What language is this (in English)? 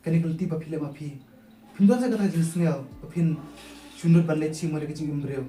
Khasi